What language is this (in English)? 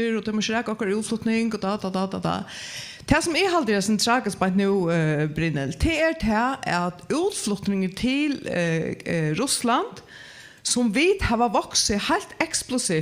Faroese